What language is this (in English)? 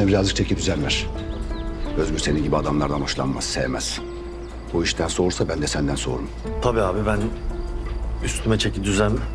Turkish